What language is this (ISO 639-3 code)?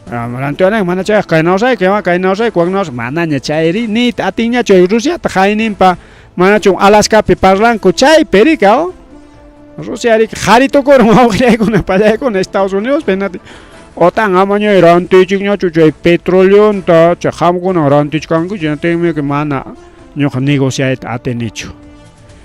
quy